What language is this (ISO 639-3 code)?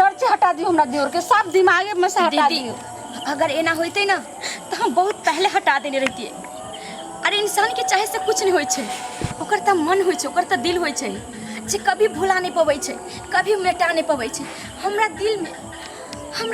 mai